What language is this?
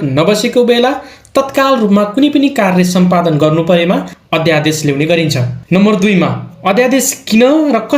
Nepali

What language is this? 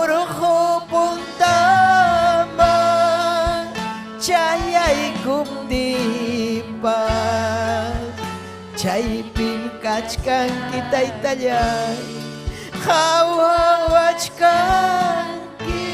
Ayacucho Quechua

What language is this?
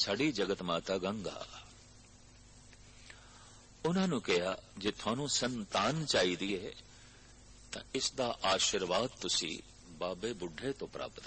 Punjabi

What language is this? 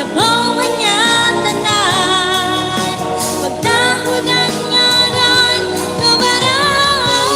Waray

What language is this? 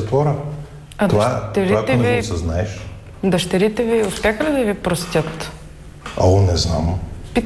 Bulgarian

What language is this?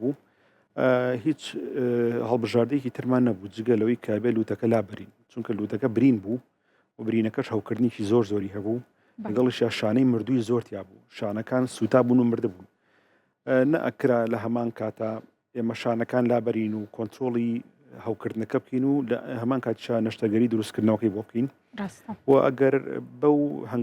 Central Kurdish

